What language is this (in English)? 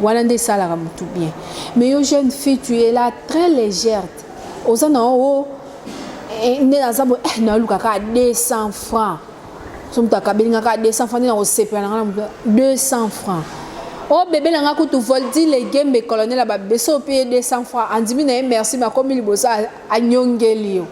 Lingala